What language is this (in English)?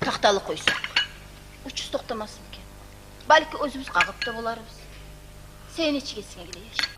Kumyk